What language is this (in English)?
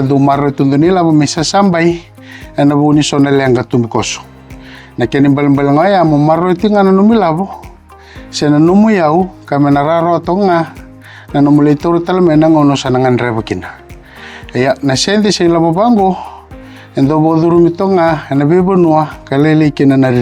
Fijian